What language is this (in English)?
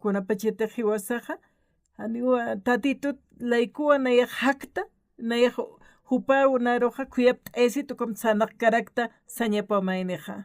Aymara